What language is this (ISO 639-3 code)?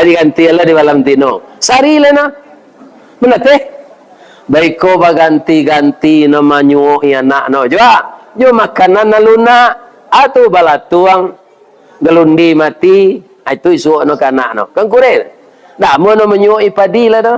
min